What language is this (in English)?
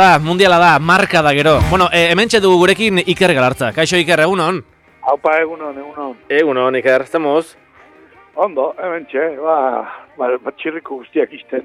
Basque